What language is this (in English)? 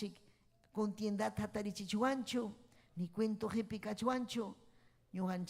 Ayacucho Quechua